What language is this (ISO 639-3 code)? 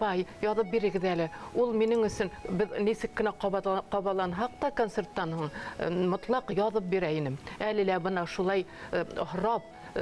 bak